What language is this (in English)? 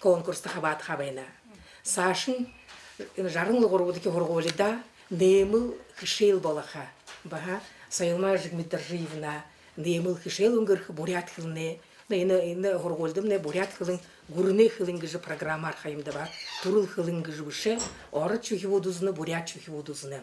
Buriat